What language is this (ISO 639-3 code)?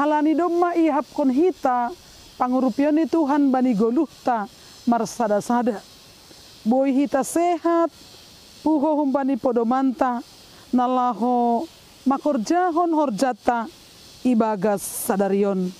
bts